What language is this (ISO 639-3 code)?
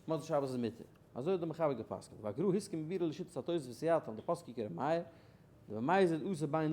yid